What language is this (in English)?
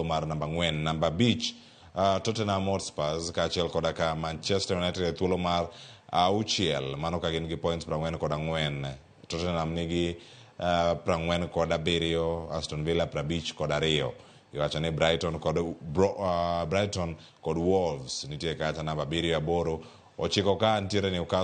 Luo (Kenya and Tanzania)